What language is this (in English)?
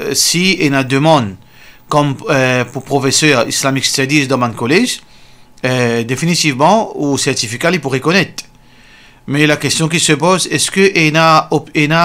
Morisyen